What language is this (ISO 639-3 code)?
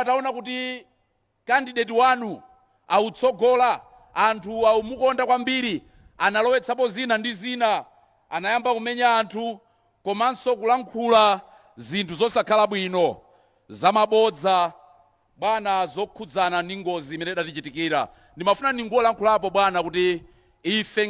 nya